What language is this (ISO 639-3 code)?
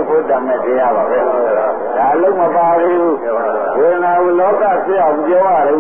mya